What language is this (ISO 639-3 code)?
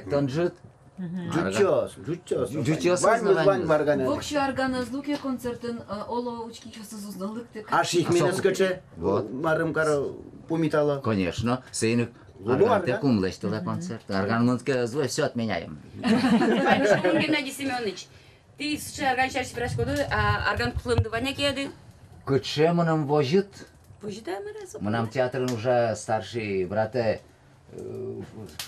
udm